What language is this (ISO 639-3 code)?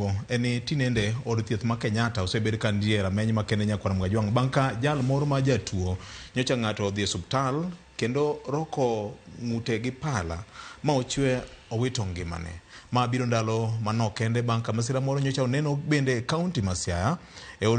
luo